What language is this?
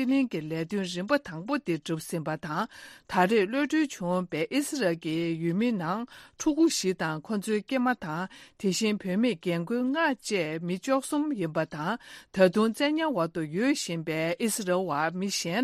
Tibetan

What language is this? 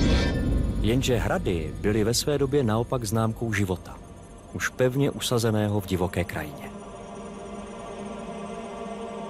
Czech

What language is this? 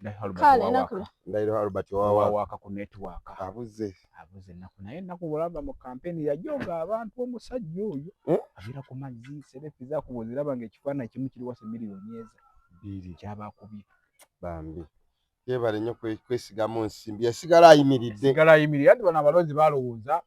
Ganda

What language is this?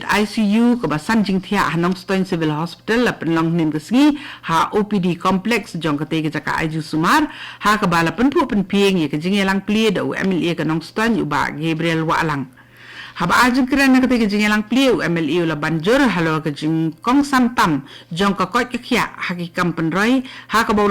Khasi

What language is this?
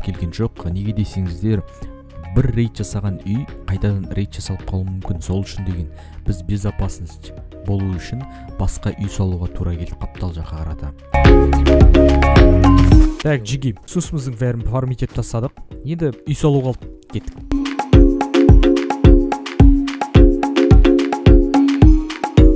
Kazakh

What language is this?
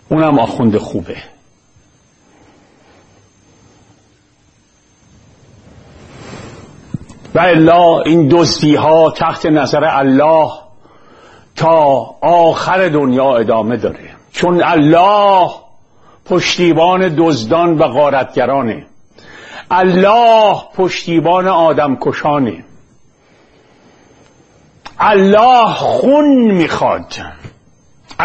Persian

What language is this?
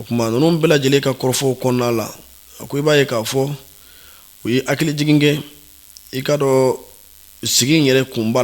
Bambara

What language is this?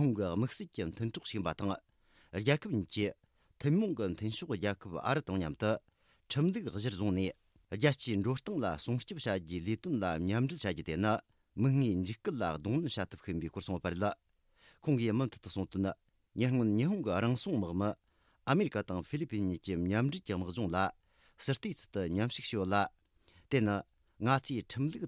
Tibetan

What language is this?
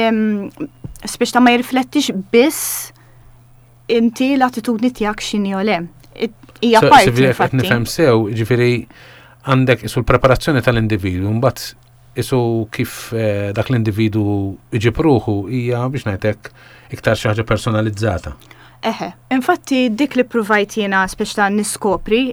Maltese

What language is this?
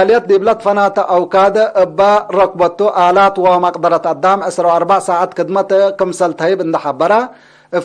Tigre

